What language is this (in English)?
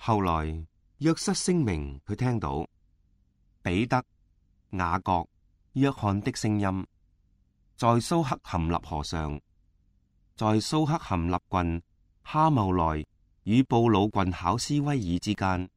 Cantonese